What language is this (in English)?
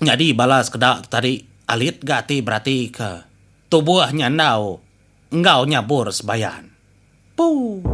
Iban